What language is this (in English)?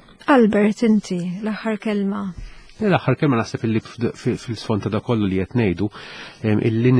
Maltese